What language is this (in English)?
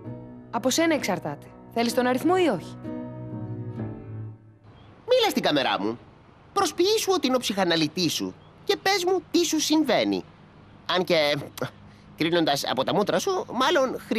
Greek